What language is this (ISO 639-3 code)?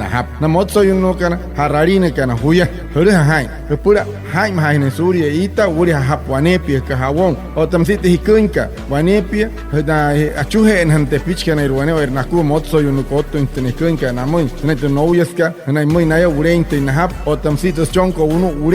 guc